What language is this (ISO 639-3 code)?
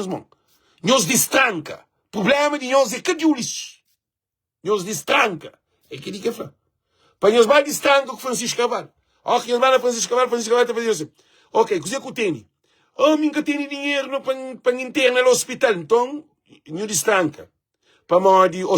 kea